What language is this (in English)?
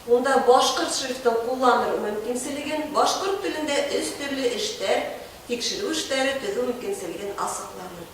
Bashkir